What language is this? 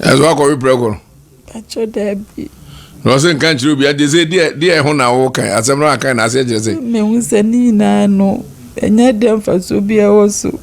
Akan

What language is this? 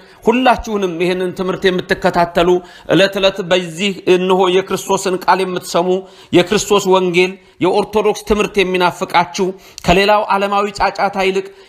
Amharic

